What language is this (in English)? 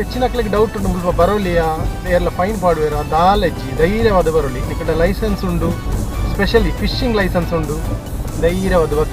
Tulu